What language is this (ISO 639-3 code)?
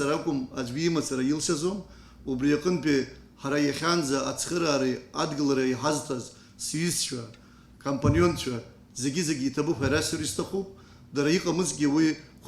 abk